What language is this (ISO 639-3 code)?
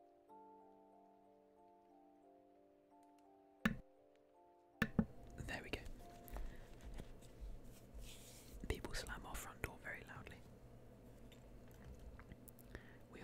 eng